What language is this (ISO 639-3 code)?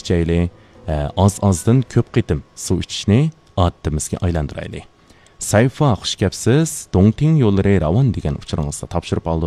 uig